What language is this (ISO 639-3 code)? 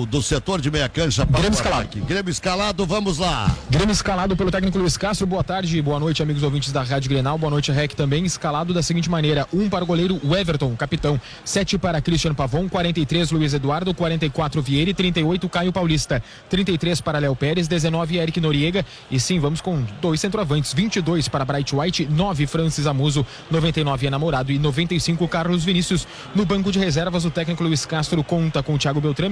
por